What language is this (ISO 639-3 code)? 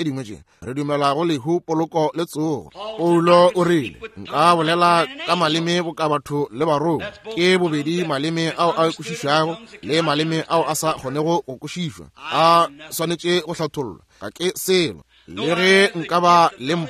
nso